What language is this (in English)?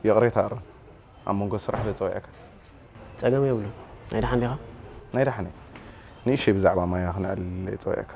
Tigrinya